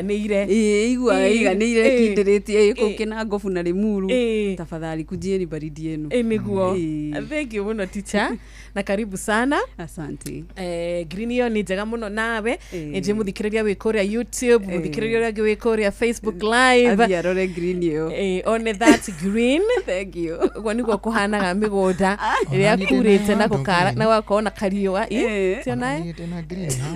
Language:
Kikuyu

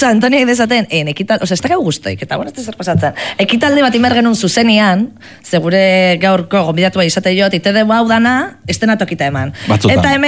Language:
Basque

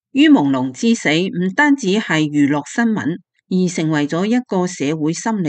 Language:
Cantonese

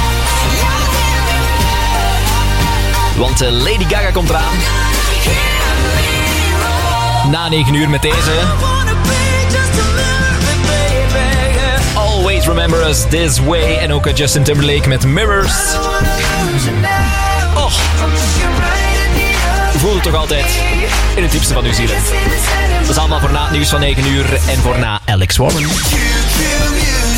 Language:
Dutch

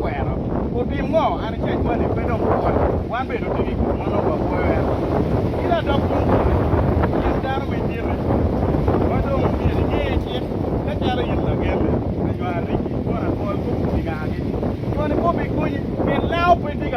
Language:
Acoli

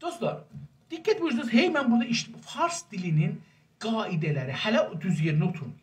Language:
South Azerbaijani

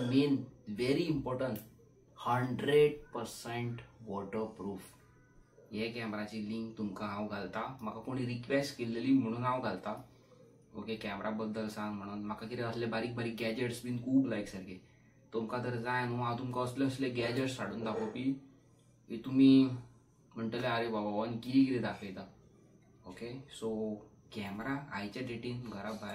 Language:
Konkani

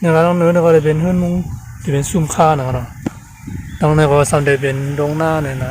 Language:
Shan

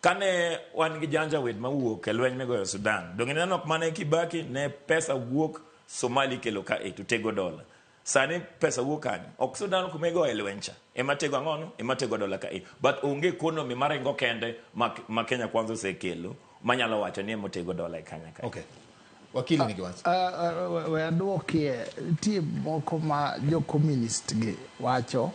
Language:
Luo (Kenya and Tanzania)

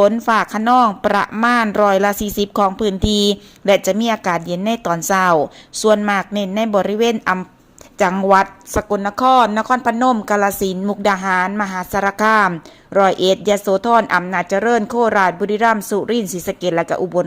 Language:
Lao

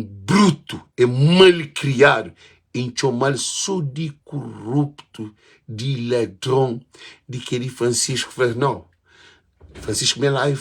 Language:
Kabuverdianu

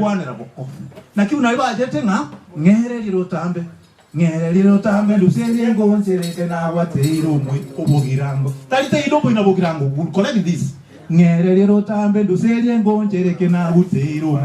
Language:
Gusii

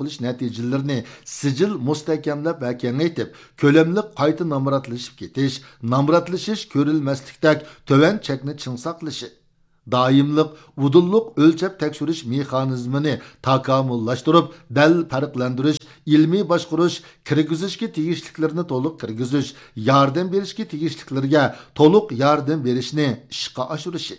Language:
Uyghur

